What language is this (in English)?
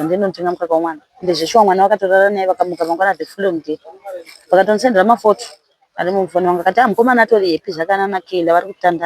Shona